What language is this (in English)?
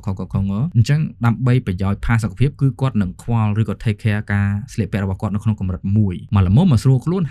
Khmer